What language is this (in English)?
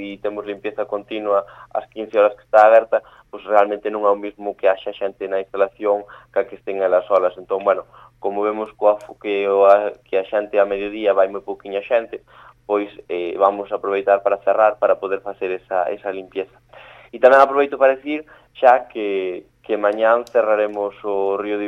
Galician